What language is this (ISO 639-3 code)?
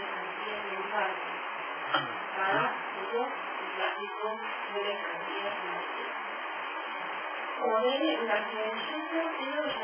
spa